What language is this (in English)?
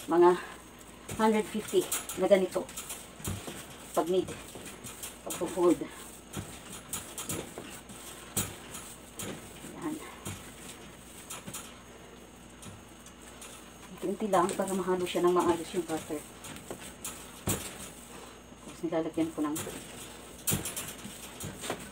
Filipino